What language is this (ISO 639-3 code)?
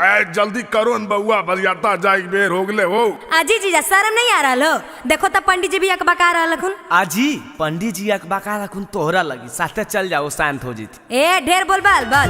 mag